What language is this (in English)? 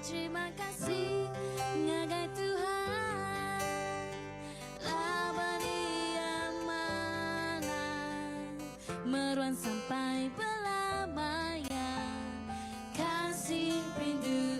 Iban